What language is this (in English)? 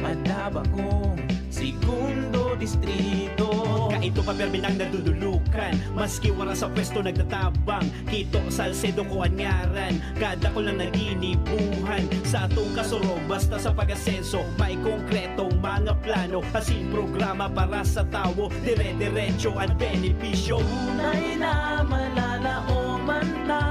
Bikol